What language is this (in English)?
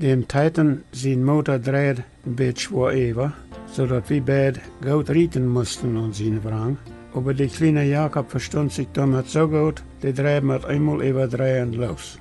Plautdietsch